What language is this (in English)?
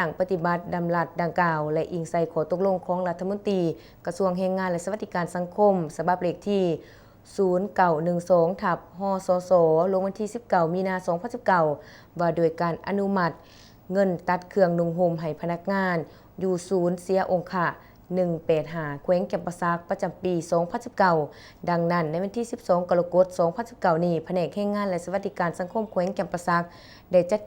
Lao